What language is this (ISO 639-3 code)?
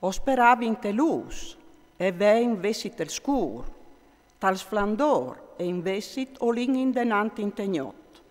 fur